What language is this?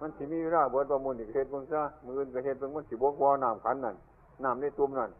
Northeastern Thai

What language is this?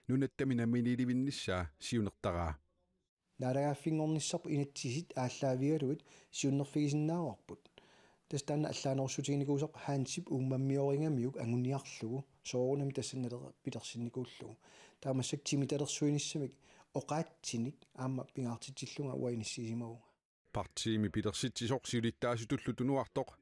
Kalaallisut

